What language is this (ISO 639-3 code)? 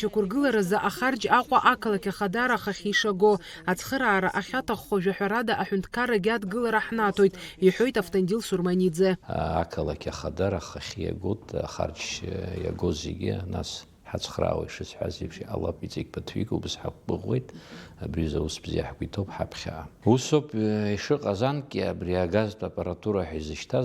abk